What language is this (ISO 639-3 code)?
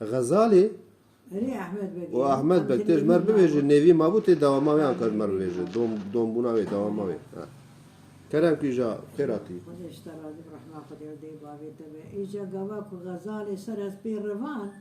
kur